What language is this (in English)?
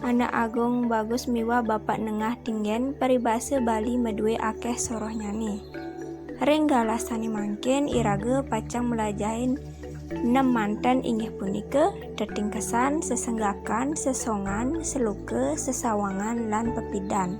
Balinese